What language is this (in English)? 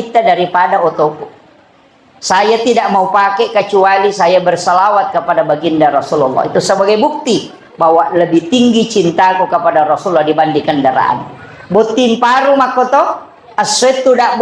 Buginese